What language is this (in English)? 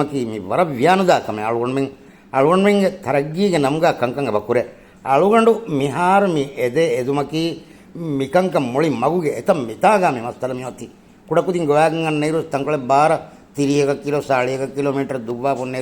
Divehi